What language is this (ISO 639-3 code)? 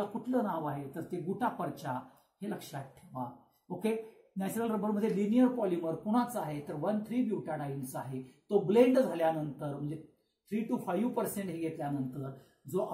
mar